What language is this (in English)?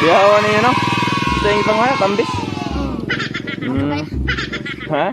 Cebuano